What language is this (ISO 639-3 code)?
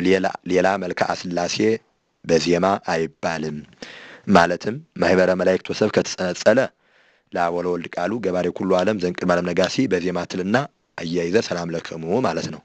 amh